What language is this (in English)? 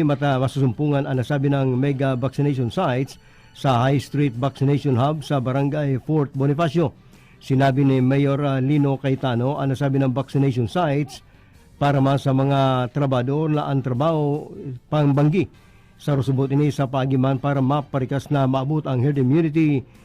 Bikol